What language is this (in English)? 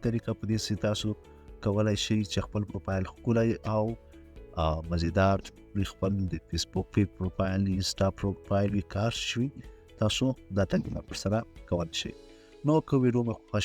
Pashto